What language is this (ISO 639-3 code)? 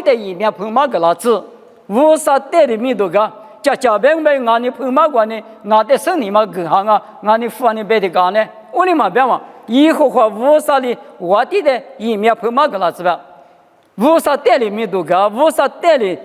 lis